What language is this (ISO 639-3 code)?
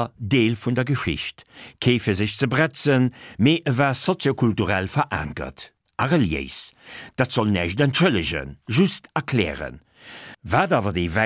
ltz